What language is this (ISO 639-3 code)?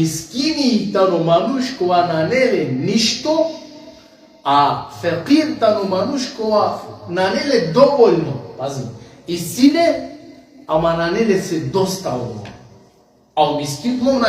rmn